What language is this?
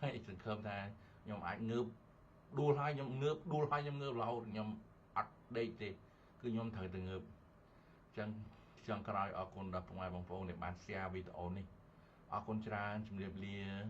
Khmer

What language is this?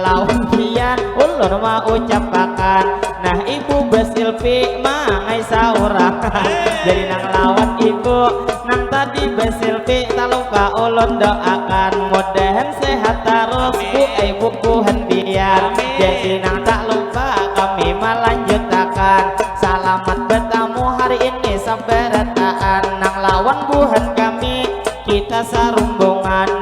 Banjar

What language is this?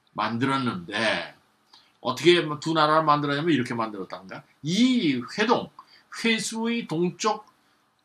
Korean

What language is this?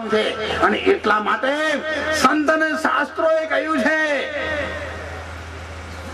Gujarati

